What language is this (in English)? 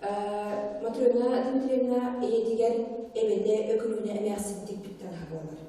Yakut